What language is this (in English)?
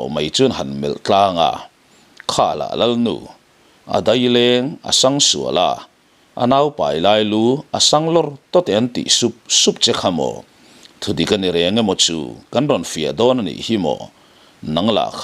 Mizo